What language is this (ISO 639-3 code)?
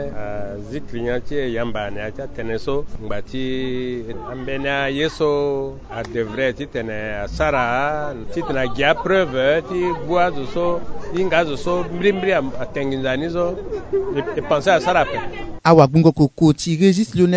sag